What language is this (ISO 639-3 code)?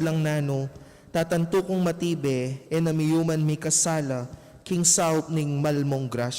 pam